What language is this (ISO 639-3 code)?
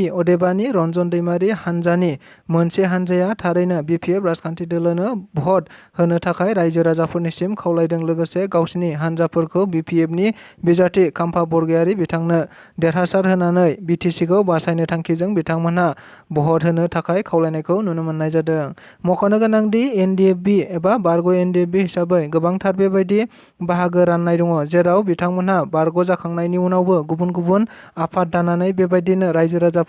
brx